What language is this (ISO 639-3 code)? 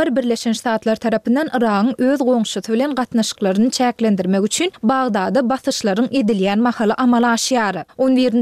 tuk